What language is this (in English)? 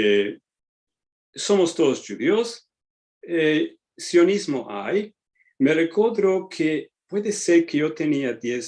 Ladino